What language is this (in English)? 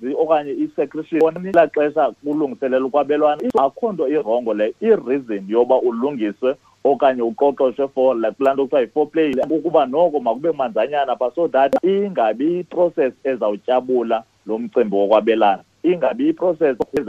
Xhosa